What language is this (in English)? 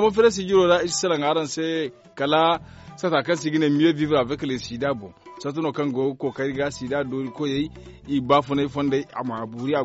Zarma